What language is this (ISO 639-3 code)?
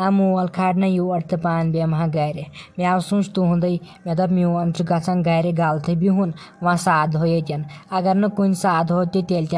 kas